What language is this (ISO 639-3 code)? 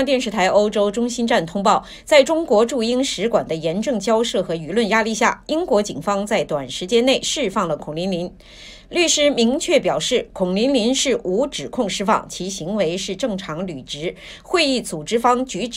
zho